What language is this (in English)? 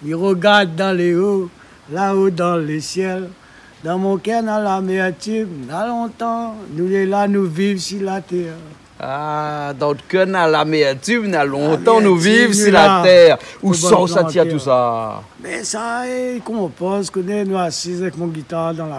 Réunion Creole French